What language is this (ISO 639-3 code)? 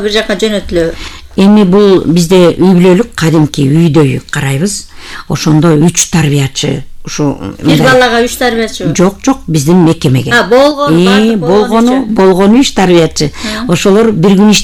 kir